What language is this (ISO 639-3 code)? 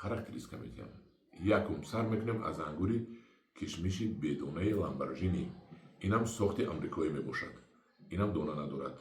tgk